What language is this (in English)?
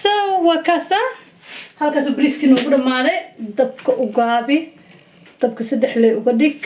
Somali